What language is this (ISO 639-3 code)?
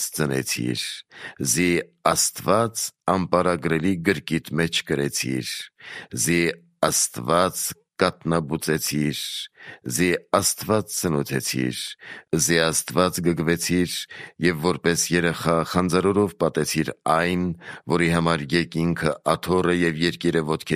hye